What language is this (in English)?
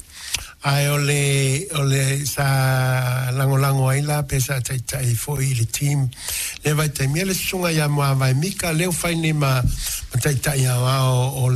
Samoan